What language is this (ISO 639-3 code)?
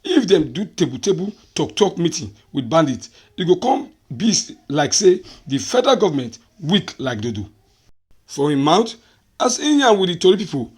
pcm